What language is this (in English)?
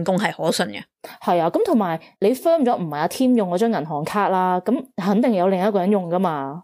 Cantonese